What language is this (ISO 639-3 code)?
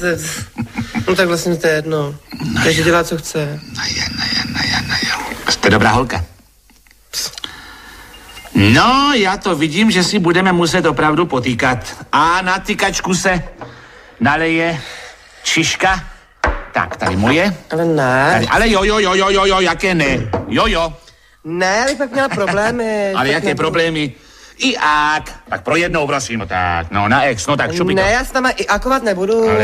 ces